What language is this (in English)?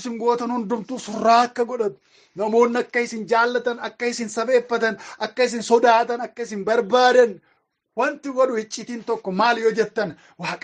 Oromo